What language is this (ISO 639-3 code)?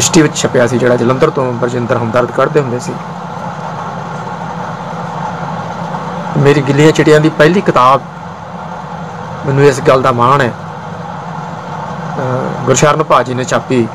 pan